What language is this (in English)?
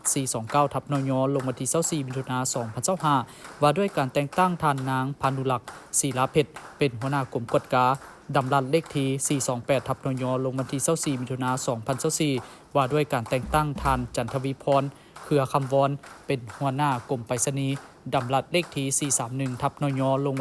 Lao